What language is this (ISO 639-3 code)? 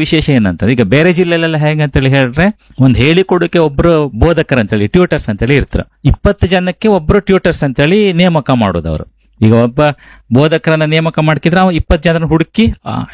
kan